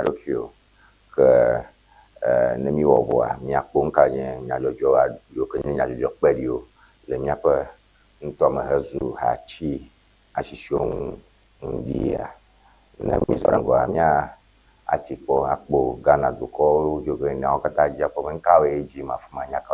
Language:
Ewe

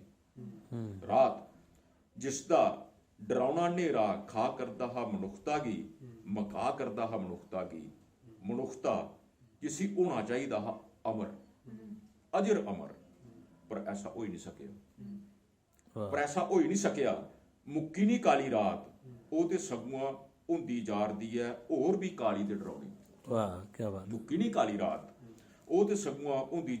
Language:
Dogri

